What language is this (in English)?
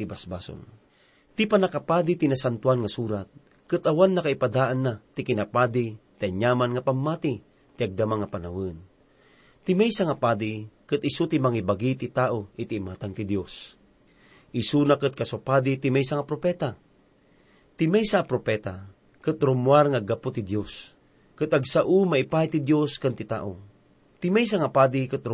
Iloko